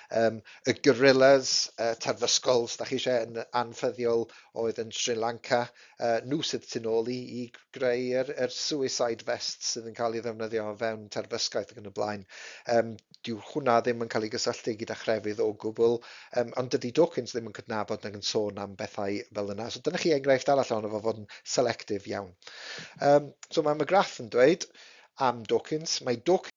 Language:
Welsh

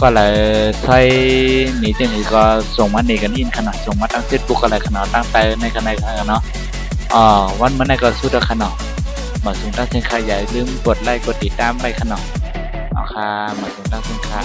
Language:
Shan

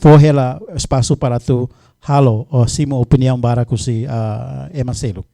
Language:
Tetum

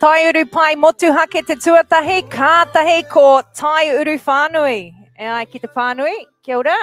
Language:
Māori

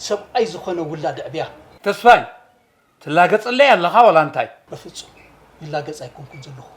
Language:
Tigrinya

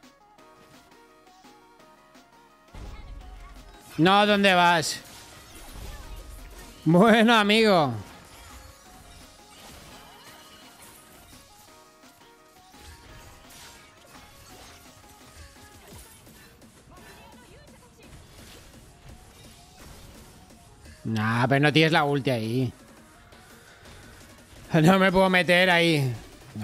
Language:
Spanish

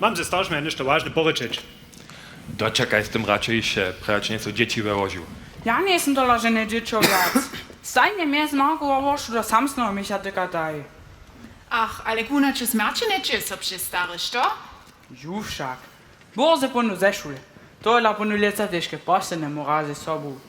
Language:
Upper Sorbian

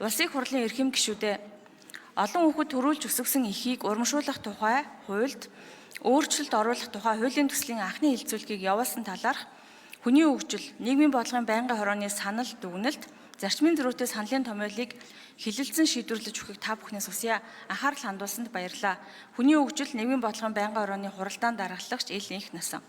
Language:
Mongolian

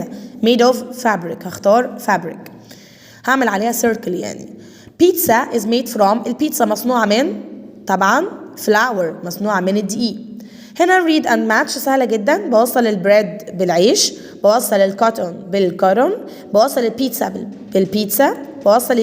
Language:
Egyptian Arabic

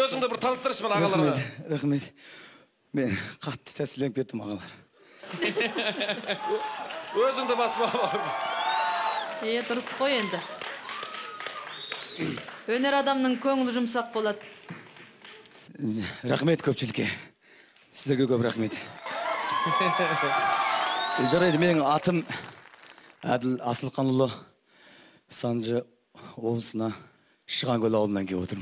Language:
Kazakh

